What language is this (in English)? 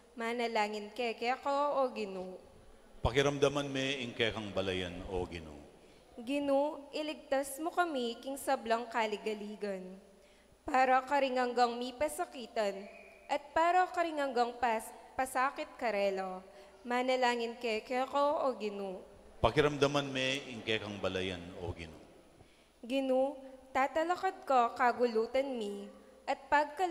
Pampanga